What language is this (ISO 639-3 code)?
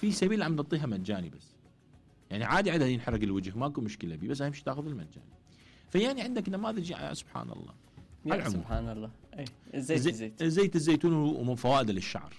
acm